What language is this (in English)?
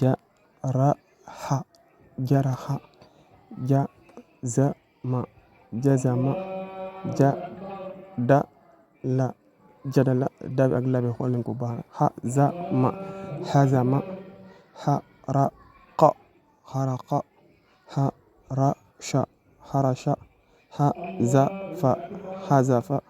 Wolof